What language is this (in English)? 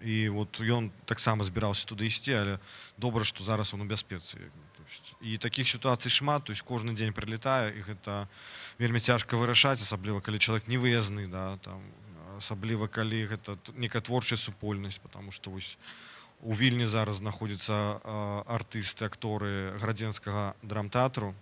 Belarusian